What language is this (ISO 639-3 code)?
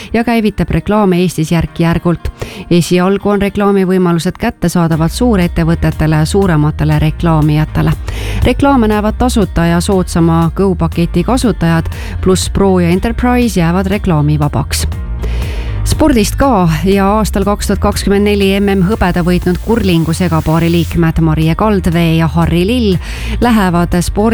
est